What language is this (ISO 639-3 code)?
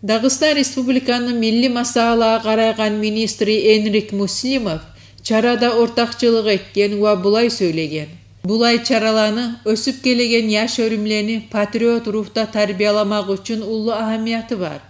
kum